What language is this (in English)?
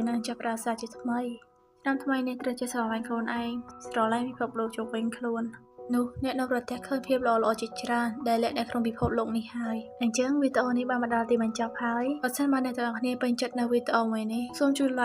Khmer